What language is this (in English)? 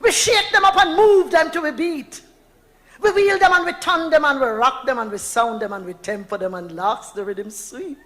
Jamaican Creole English